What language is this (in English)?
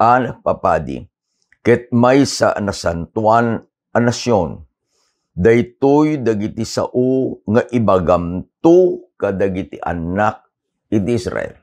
Iloko